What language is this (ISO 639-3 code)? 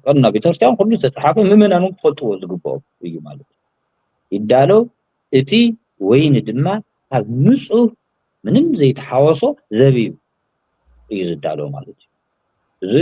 tir